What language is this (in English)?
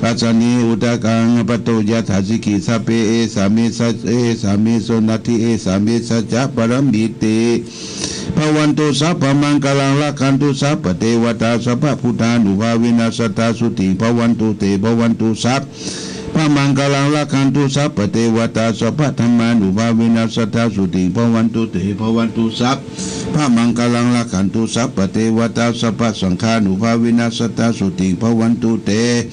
Pali